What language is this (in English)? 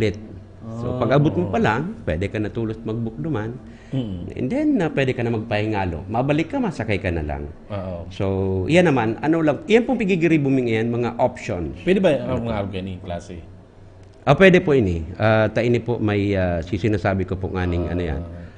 Bikol